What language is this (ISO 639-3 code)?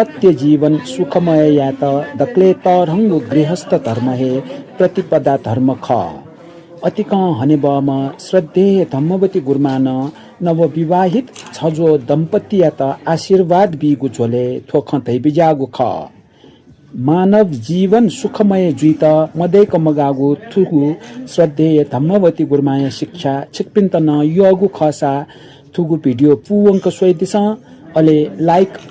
new